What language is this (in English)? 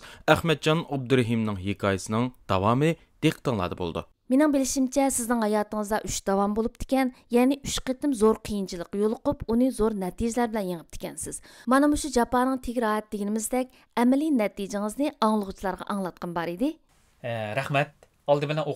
Uyghur